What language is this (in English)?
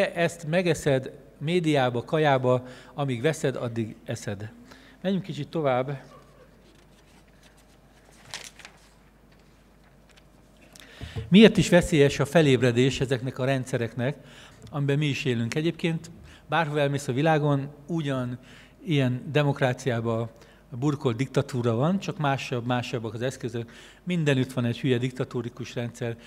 Hungarian